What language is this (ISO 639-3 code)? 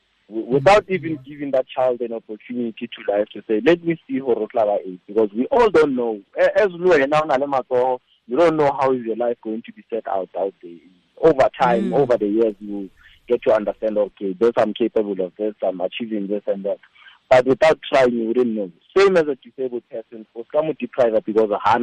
tsn